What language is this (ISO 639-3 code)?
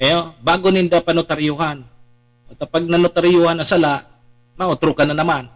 bik